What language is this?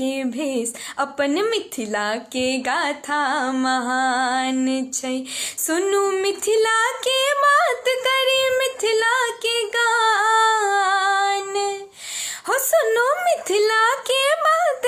Maithili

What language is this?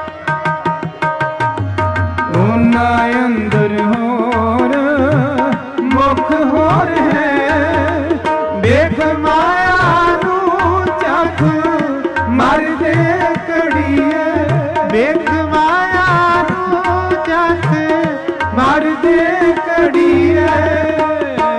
Punjabi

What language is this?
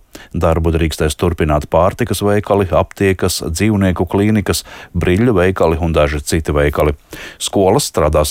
Latvian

